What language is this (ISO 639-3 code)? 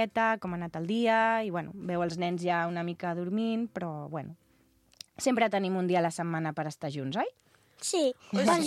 cat